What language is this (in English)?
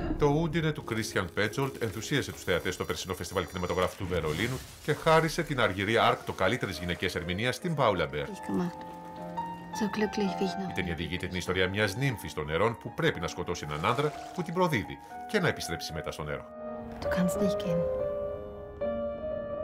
Greek